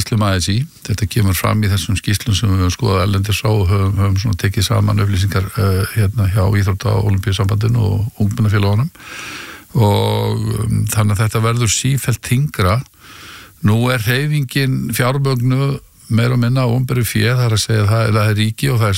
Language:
Icelandic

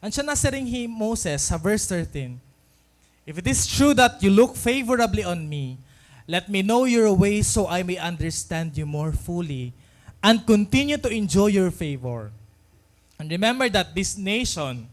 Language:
Waray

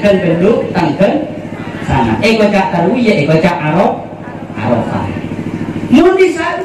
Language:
Madurese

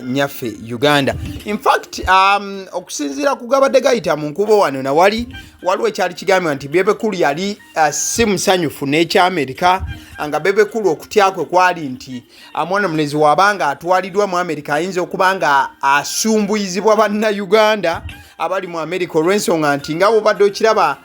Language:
Ganda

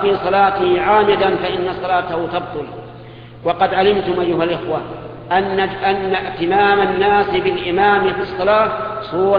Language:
Arabic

